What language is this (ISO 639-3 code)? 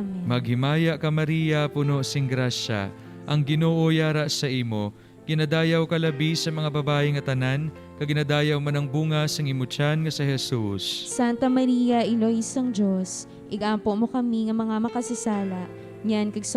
hil